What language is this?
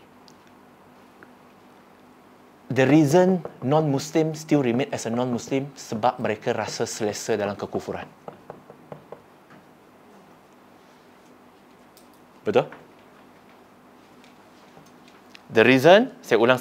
Malay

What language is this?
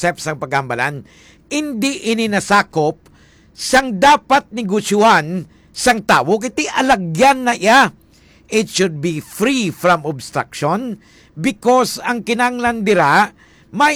Hiligaynon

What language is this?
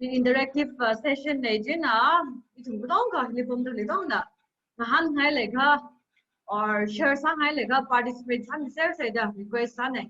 Tangkhul Naga (India)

